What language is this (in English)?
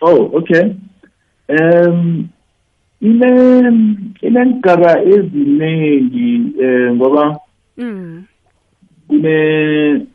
South Ndebele